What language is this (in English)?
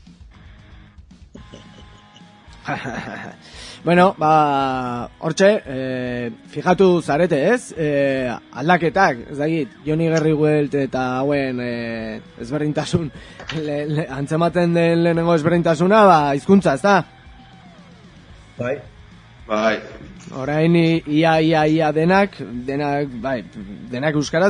Basque